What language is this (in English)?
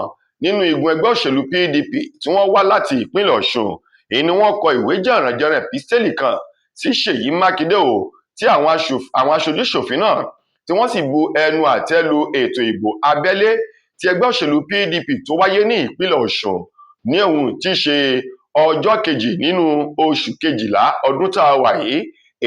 Yoruba